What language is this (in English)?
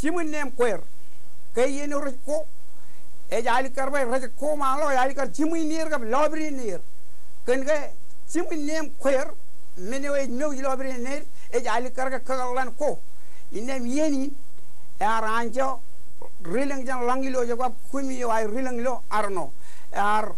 Marshallese